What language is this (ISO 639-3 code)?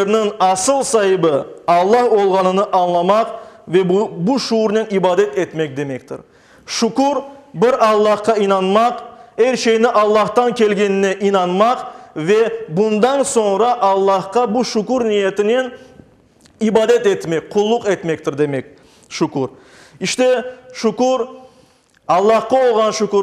crh